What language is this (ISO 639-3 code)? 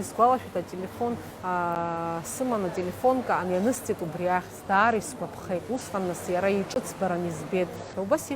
abk